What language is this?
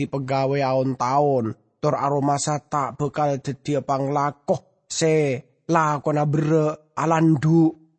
Madurese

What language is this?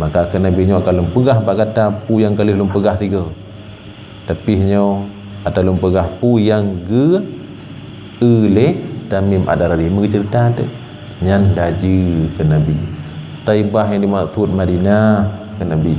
Achinese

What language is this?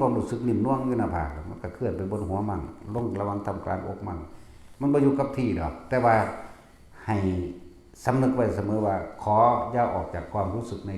Northeastern Thai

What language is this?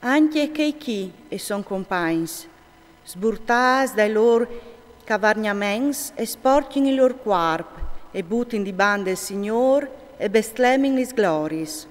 Friulian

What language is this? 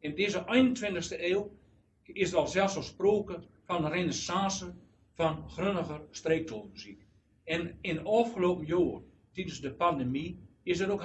Gronings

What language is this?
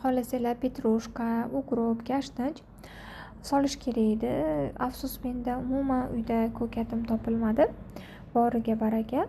Uzbek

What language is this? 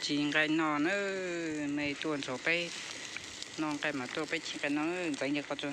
Hmong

